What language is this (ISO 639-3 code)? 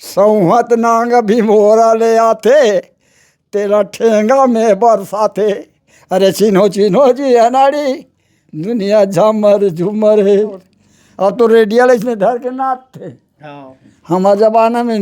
hne